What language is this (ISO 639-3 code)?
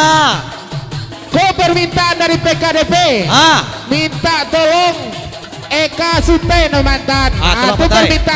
min